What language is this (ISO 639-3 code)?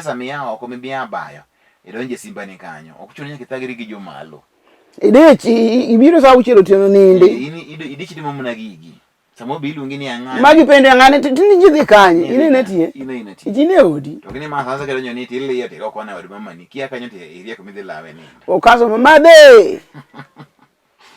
luo